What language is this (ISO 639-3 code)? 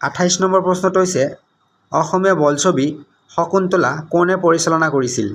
asm